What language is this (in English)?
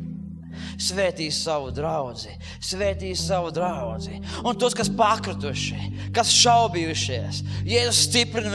Latvian